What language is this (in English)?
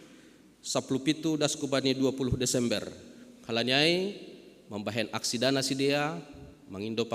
Batak Simalungun